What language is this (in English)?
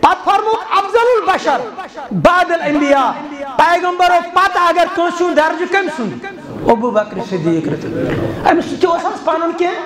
Kashmiri